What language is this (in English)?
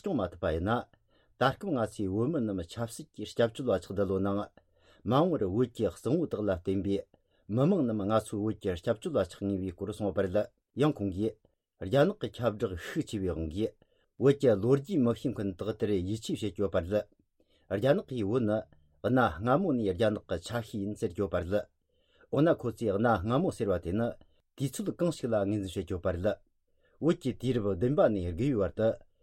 Tibetan